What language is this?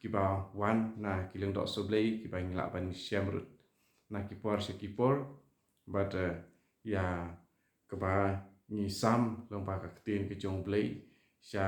Khasi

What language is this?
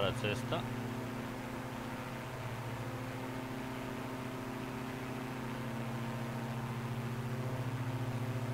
Croatian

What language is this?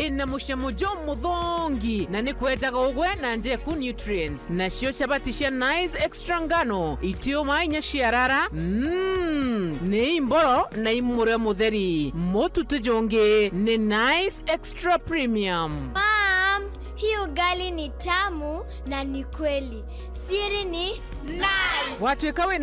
Meru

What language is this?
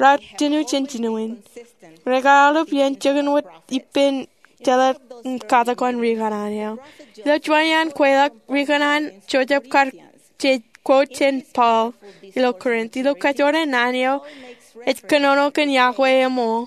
Marshallese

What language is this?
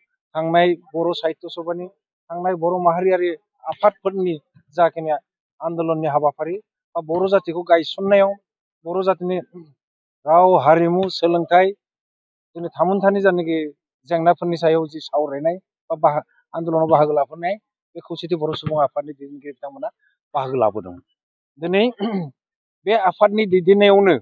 Bodo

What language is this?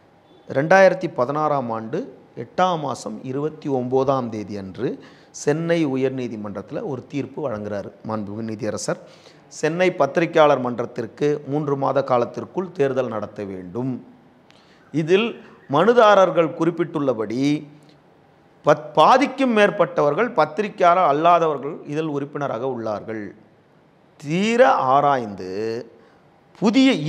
Tamil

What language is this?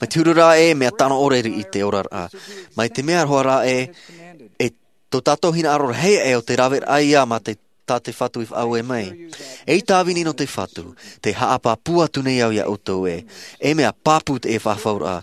Tahitian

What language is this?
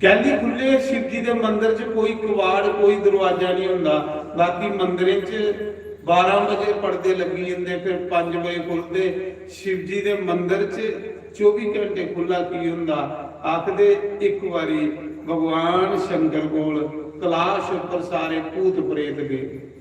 Dogri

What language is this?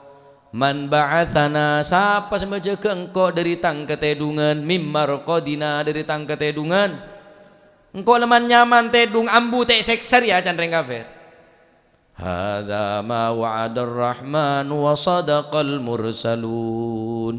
Madurese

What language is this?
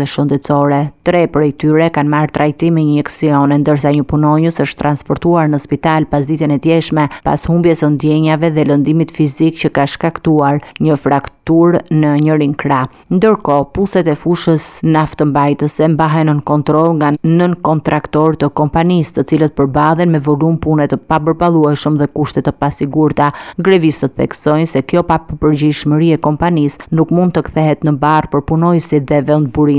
Albanian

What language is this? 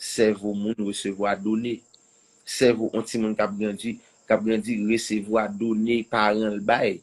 Haitian Creole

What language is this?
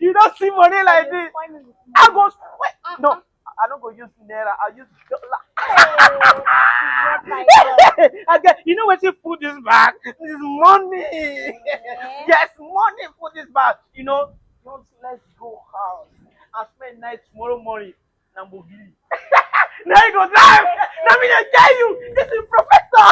Nigerian Pidgin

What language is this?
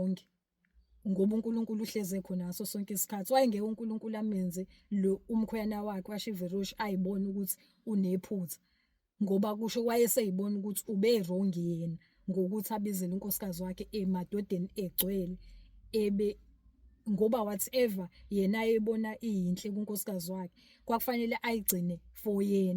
Zulu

